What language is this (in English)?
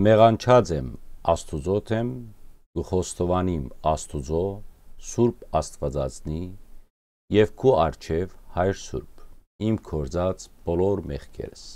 Western Armenian